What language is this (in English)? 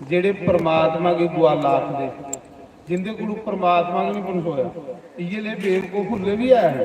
Dogri